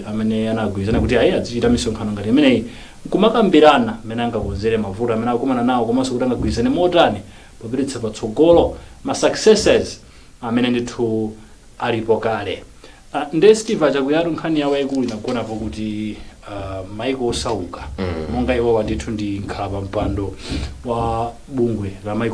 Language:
Nyanja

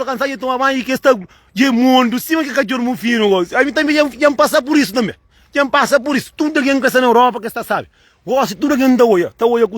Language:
Kabuverdianu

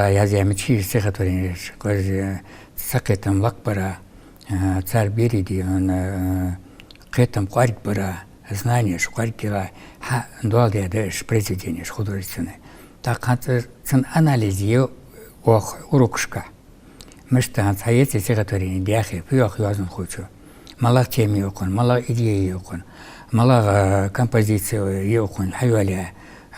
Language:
Ingush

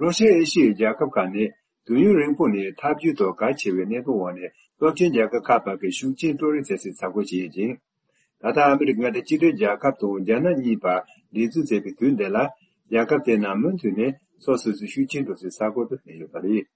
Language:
Tibetan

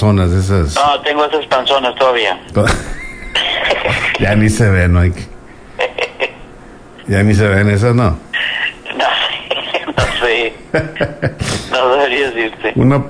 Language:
Spanish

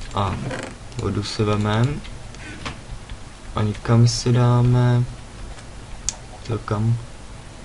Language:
Czech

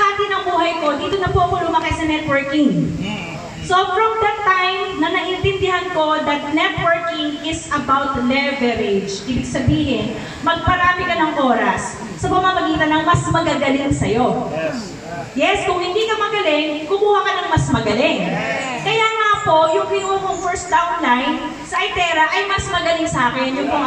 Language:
Filipino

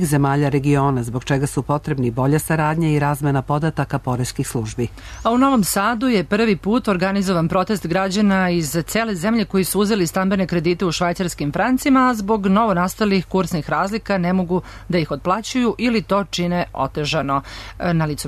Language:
Serbian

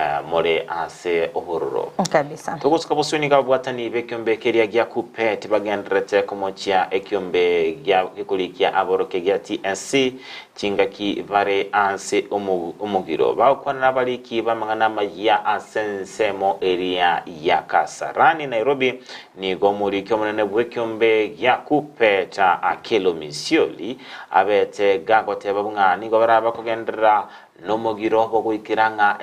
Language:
Gusii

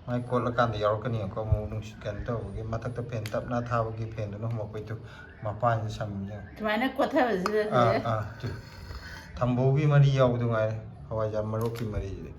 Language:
Manipuri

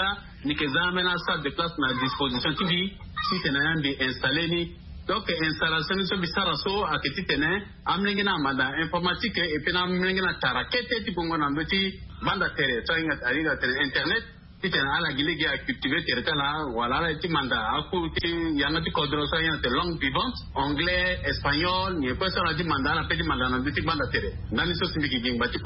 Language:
Sango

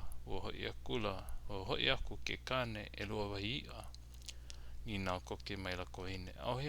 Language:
Hawaiian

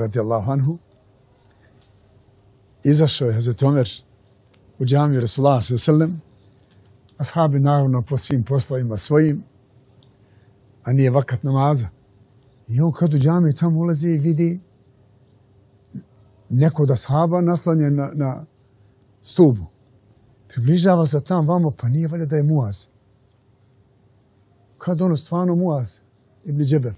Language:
Bosnian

